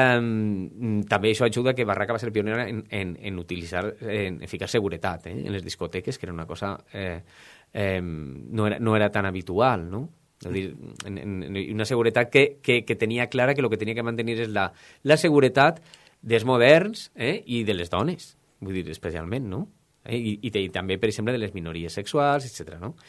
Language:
Catalan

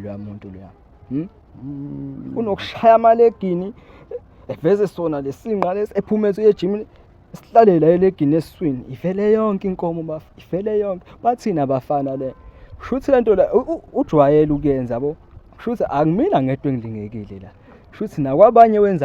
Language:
Zulu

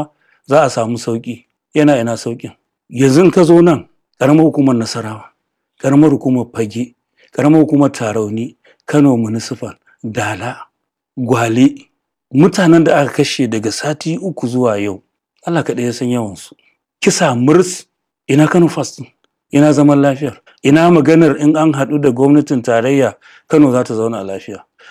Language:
Hausa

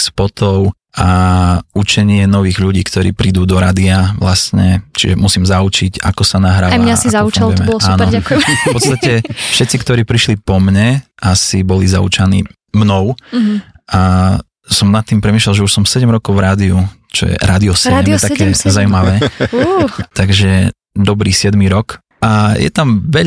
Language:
Slovak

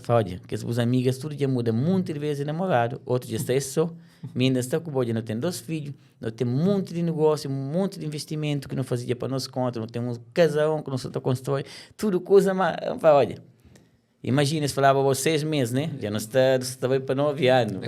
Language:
Kabuverdianu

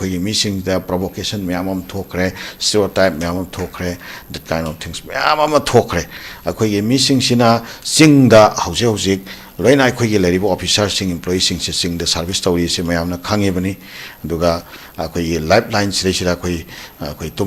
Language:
Manipuri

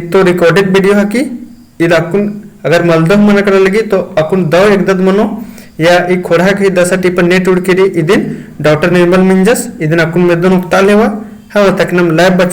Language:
Kurukh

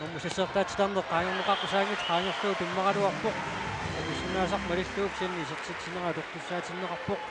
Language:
Kalaallisut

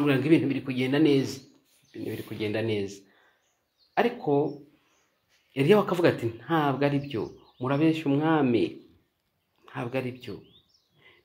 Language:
Kinyarwanda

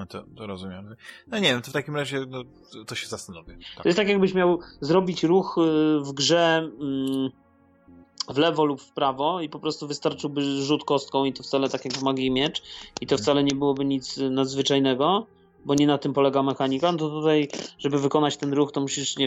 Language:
Polish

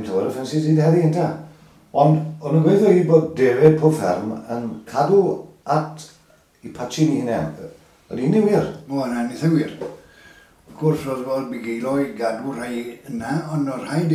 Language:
Welsh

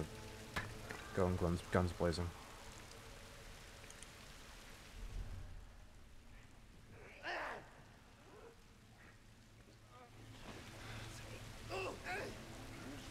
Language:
English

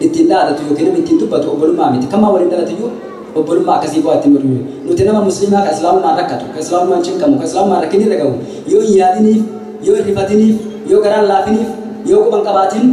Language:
Oromo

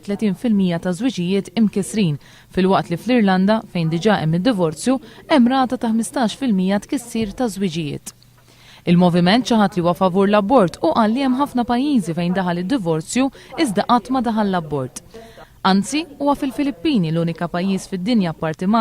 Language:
Maltese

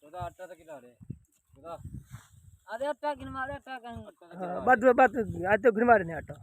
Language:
Saraiki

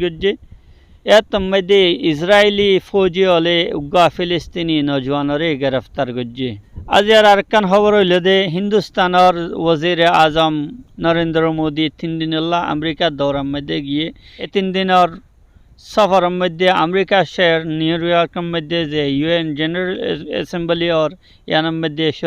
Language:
Rohingya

